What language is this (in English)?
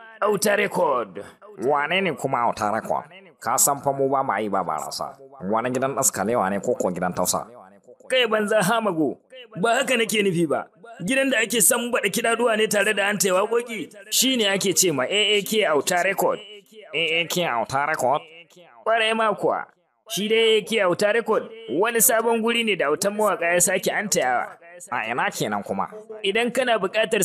Hausa